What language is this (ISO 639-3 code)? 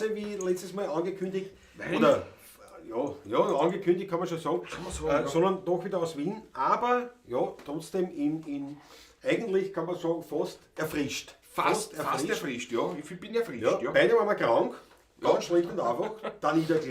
bar